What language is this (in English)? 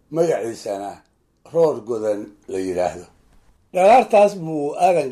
Somali